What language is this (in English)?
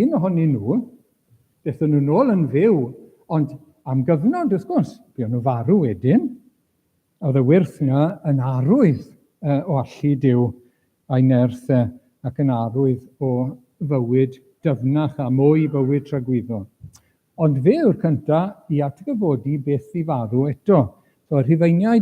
Welsh